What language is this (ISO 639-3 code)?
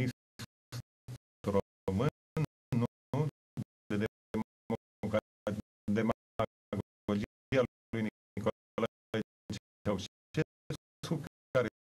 ron